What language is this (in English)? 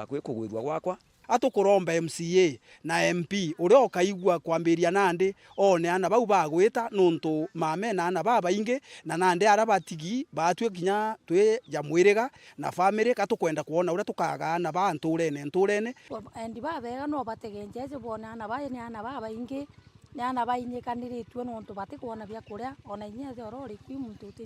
Meru